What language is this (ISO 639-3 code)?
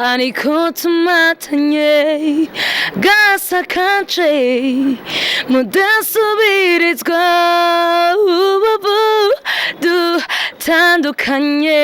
run